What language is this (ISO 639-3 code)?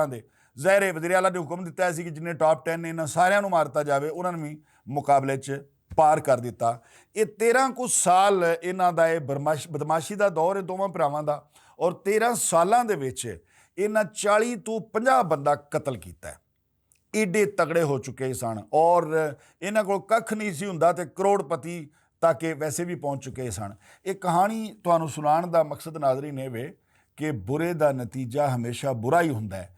lah